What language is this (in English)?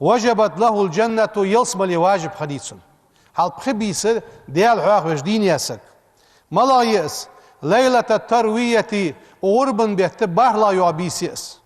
Ingush